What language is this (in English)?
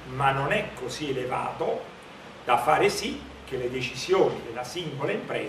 Italian